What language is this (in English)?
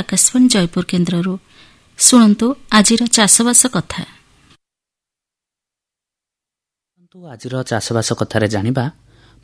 Odia